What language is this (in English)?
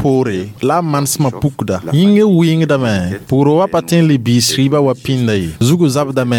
Mossi